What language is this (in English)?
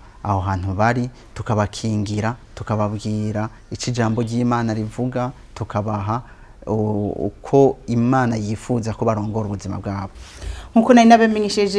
Rundi